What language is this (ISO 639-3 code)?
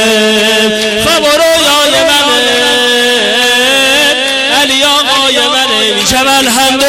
fas